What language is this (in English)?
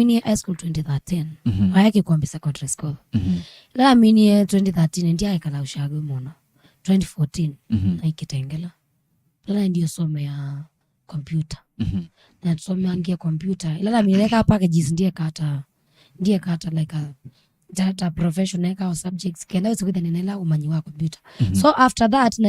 Kamba